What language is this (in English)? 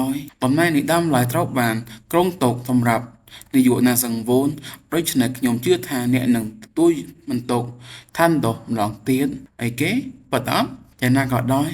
Khmer